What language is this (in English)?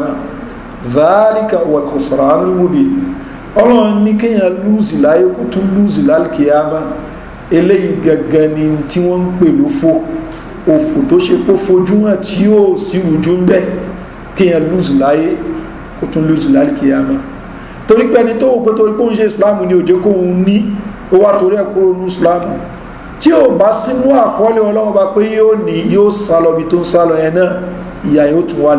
Yoruba